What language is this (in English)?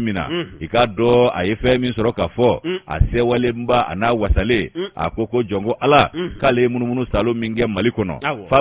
Bambara